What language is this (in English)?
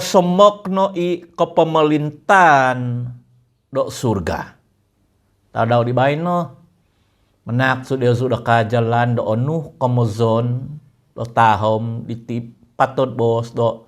Central Dusun